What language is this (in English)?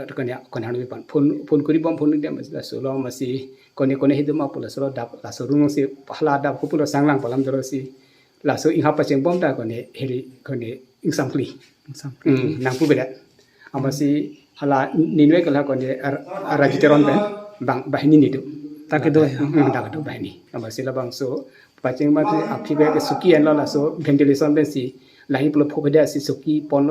Karbi